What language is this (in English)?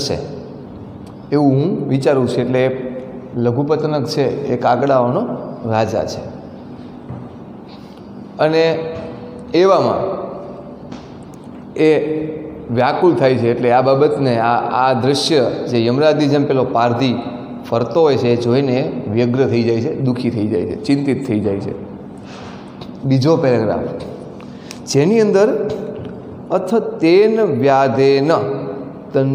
Gujarati